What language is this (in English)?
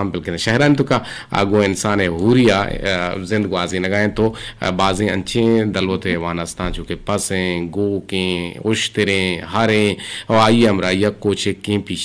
Eastern Balochi